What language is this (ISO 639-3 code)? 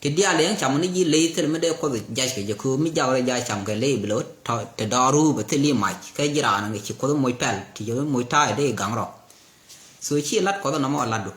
nus